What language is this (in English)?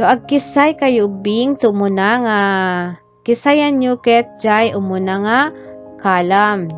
Iloko